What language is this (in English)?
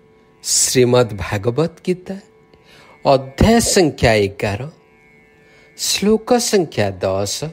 Odia